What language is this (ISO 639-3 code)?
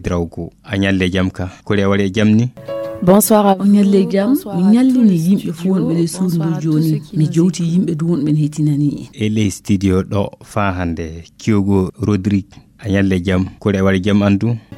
ful